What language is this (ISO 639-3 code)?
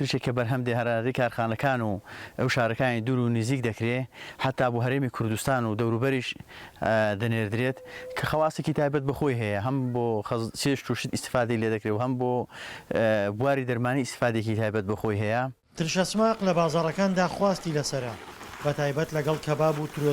ckb